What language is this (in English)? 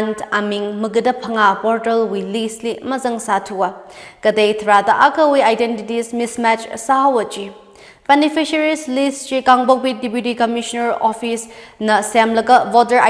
Tangkhul Naga (India)